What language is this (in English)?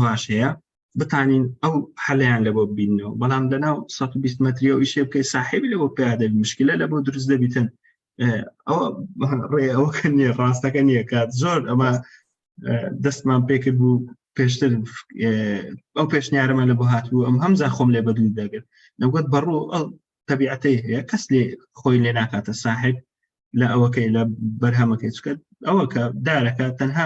Central Kurdish